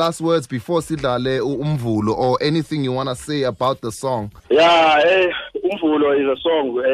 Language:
Xhosa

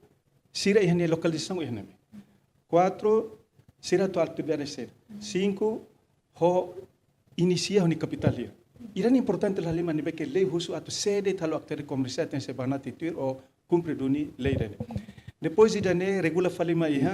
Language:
Tetum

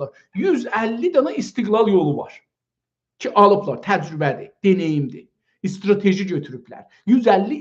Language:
South Azerbaijani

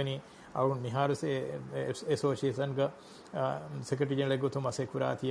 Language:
Divehi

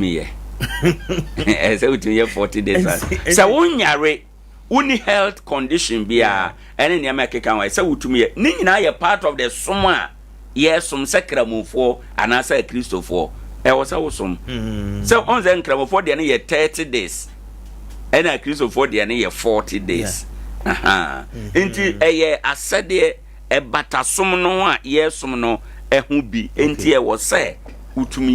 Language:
Akan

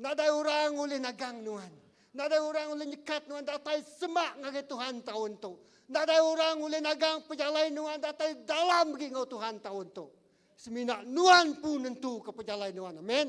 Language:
Iban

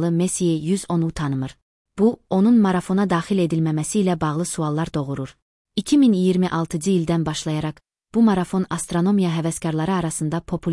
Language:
Azerbaijani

